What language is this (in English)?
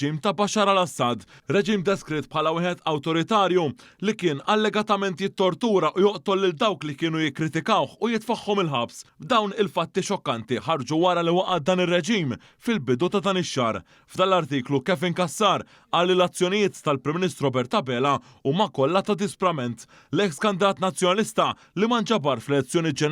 Maltese